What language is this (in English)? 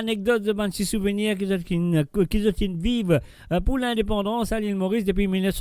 Morisyen